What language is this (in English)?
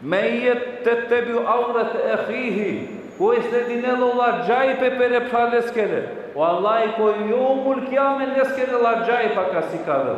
Balkan Romani